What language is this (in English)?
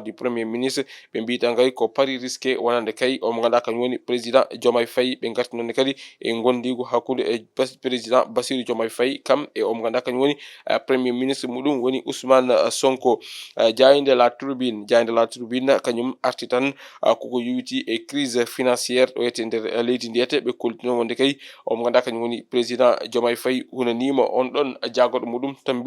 Fula